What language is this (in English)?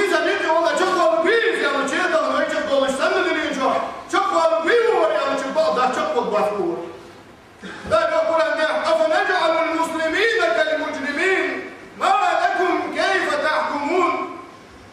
Ingush